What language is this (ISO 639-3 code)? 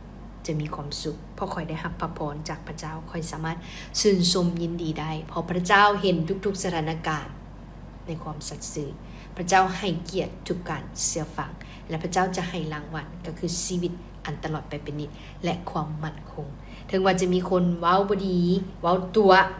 lao